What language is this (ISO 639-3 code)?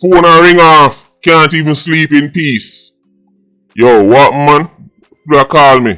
jam